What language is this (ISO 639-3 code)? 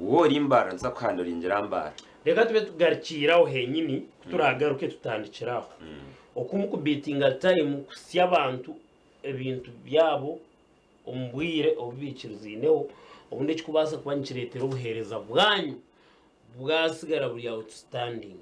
nyn